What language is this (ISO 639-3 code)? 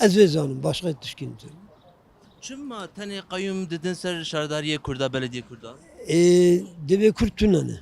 kur